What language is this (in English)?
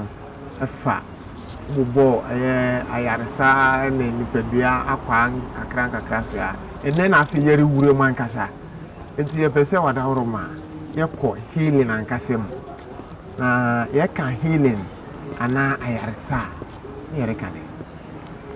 Akan